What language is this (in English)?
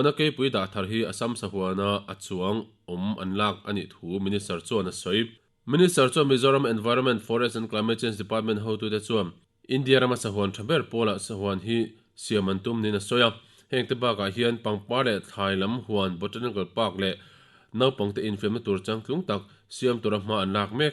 Mizo